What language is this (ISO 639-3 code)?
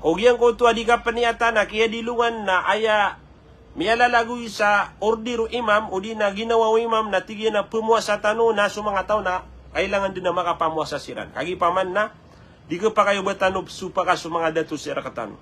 mrw